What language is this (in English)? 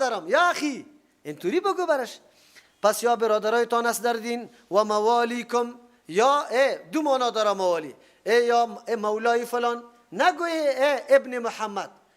Persian